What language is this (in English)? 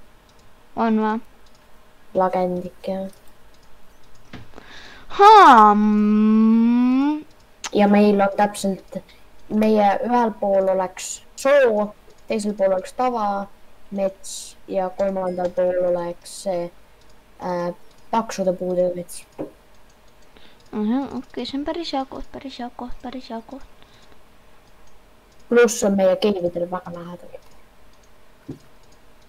Estonian